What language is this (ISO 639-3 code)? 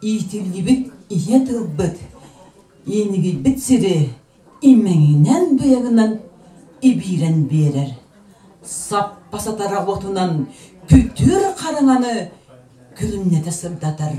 sah